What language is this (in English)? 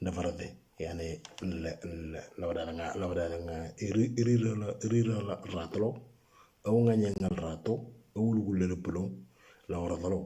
Moro